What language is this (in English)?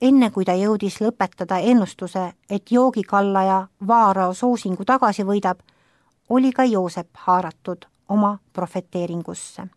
Estonian